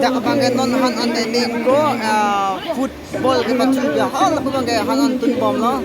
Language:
Karbi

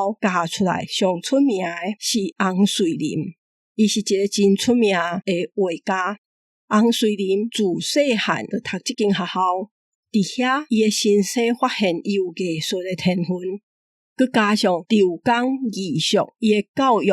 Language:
Min Nan Chinese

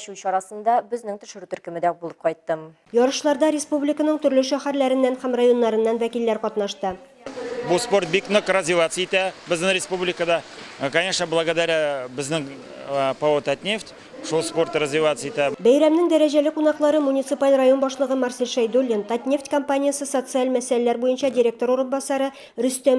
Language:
Tatar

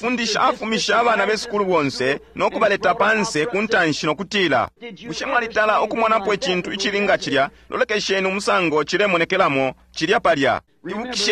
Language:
Bemba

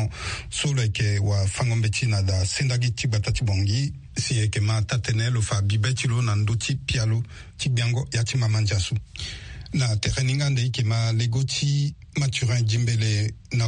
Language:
Sango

